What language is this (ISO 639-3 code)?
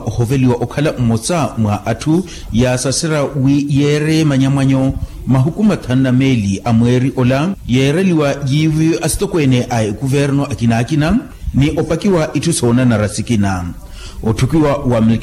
vmw